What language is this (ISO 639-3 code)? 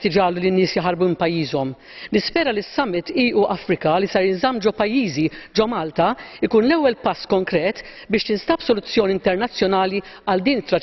mlt